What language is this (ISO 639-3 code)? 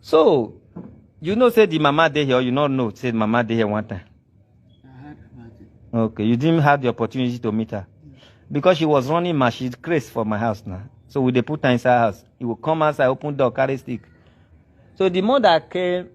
pcm